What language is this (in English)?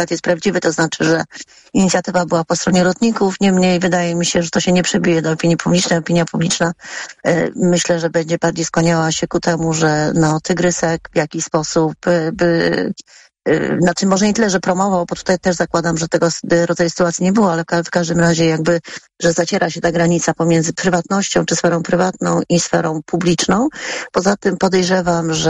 Polish